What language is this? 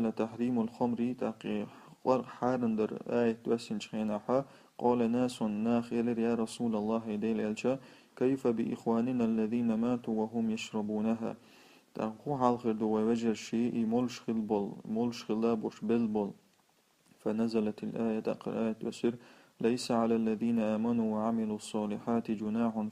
Chechen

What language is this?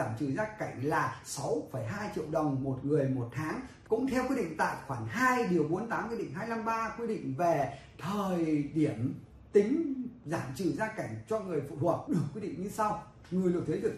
Vietnamese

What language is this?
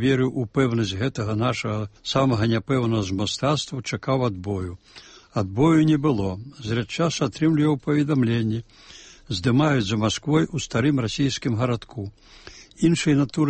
Belarusian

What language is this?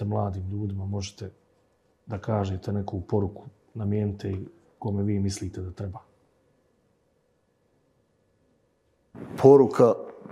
Bosnian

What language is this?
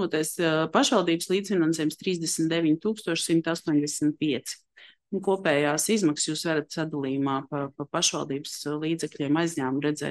Latvian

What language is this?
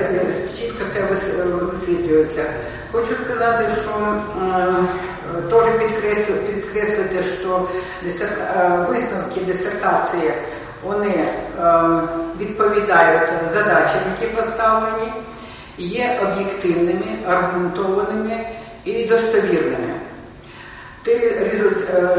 Ukrainian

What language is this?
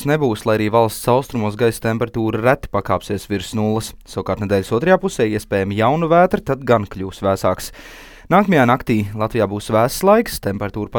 Latvian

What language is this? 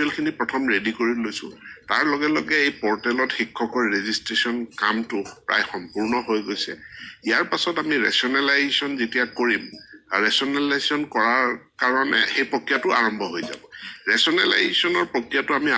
Assamese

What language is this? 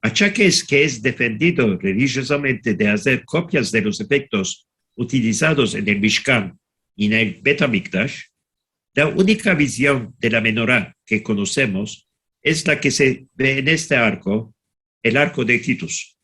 Ladino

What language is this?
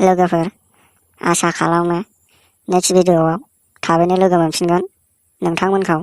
Bodo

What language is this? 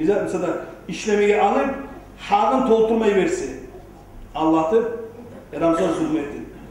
Kumyk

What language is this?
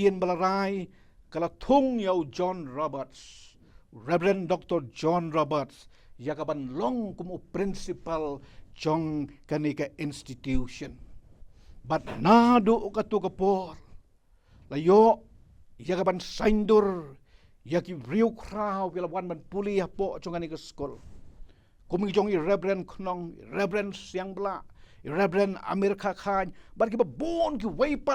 Khasi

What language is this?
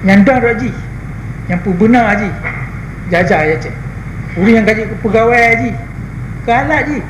Achinese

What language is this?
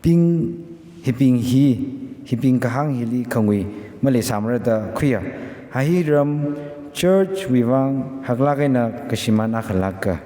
Tangkhul Naga (India)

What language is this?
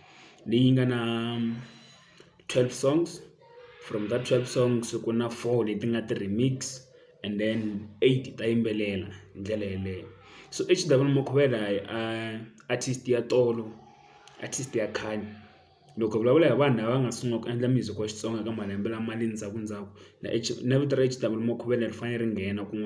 Tsonga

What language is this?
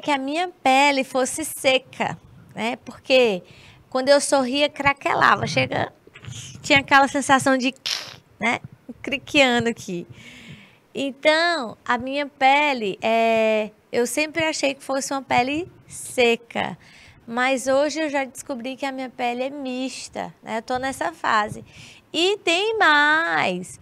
Portuguese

